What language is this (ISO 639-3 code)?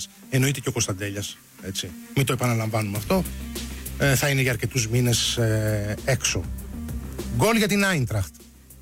ell